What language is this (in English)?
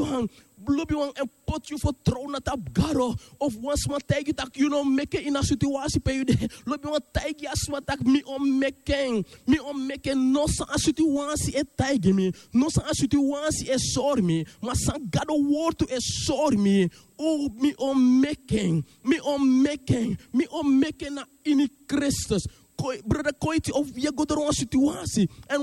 Sranan Tongo